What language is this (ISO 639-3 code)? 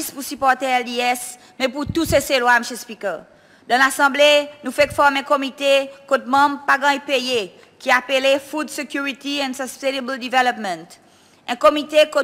crs